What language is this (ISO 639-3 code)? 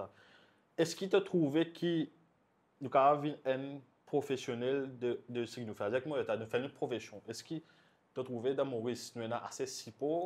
mfe